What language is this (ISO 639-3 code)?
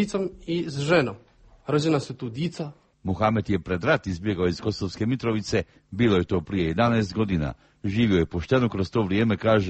hrv